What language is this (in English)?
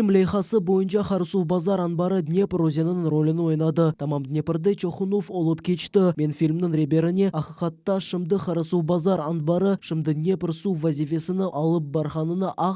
Crimean Tatar